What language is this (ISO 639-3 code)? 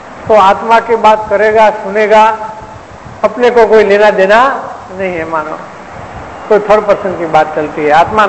hin